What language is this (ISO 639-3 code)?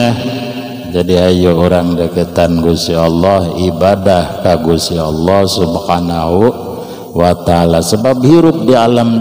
sun